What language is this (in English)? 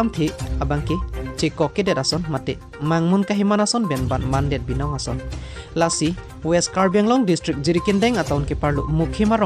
Karbi